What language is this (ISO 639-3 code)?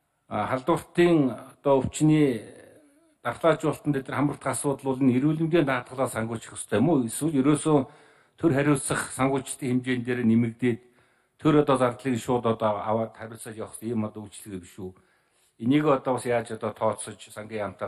mon